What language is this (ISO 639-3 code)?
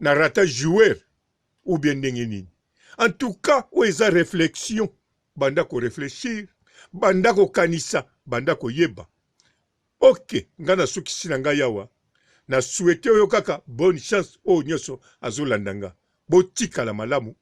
lin